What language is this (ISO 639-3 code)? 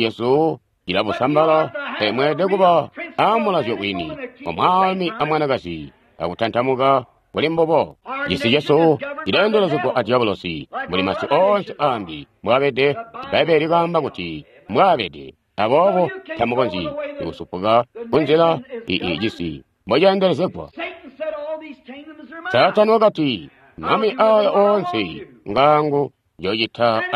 toi